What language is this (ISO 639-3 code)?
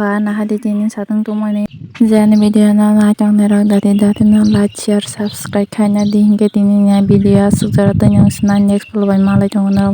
trp